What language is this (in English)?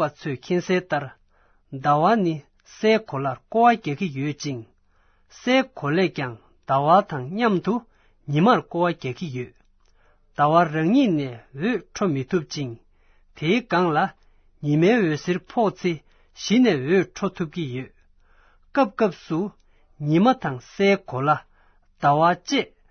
Tibetan